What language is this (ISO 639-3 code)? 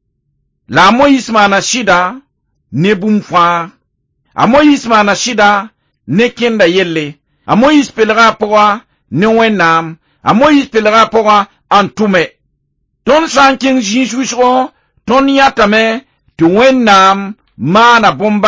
mos